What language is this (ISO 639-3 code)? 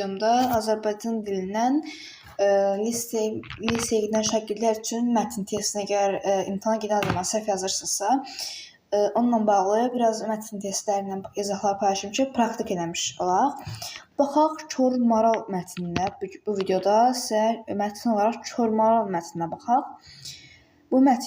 aze